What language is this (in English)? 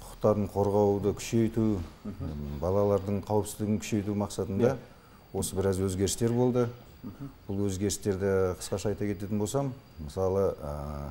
Kazakh